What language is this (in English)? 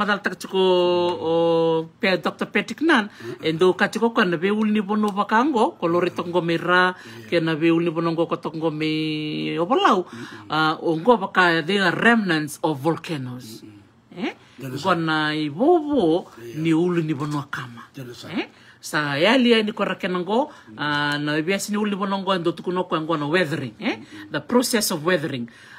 Fijian